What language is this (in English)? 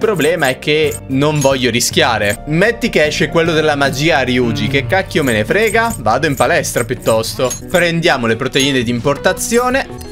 Italian